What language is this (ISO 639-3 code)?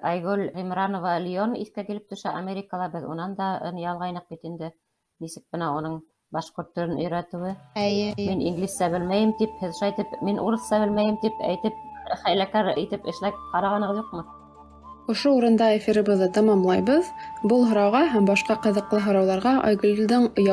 bak